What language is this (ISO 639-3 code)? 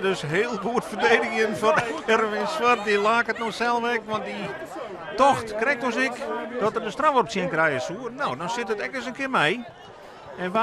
fry